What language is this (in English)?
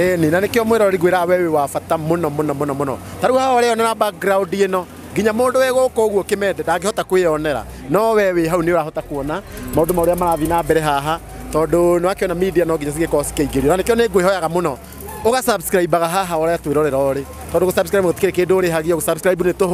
Kikuyu